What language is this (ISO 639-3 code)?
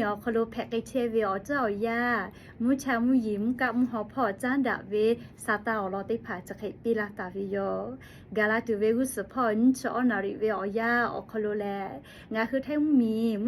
lhu